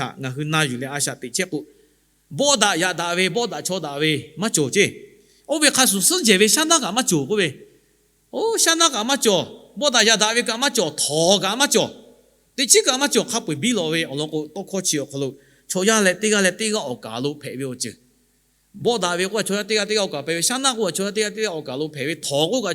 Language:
Lahu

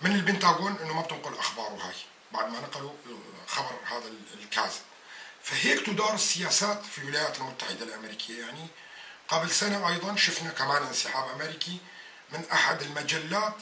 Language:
North Levantine Arabic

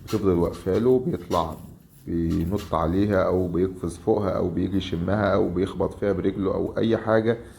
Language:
Egyptian Arabic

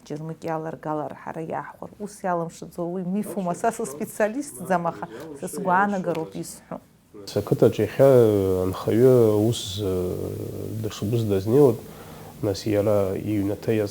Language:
Abkhazian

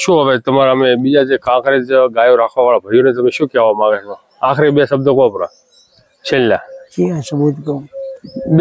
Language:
Gujarati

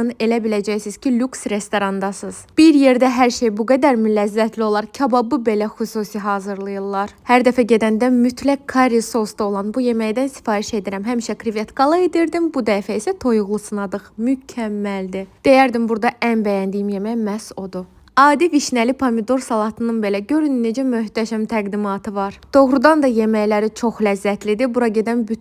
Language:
Azerbaijani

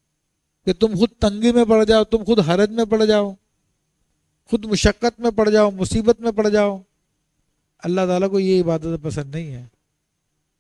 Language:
Urdu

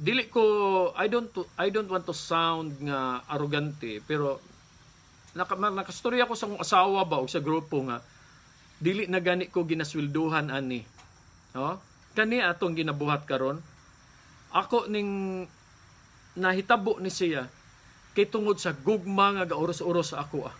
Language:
Cebuano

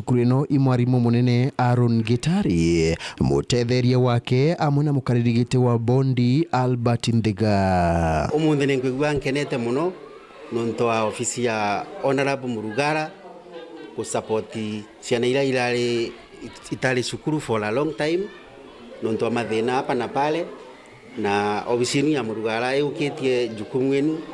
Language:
Meru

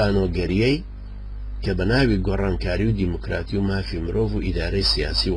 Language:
Central Kurdish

